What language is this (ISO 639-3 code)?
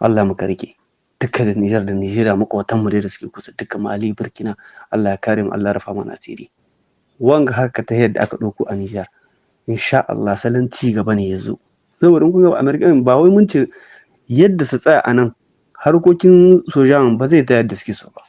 hau